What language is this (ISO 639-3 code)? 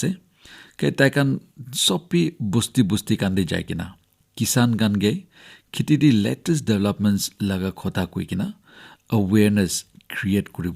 nag